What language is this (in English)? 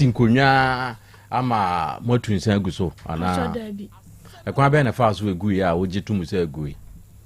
Akan